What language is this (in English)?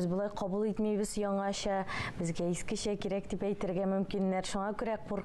Tatar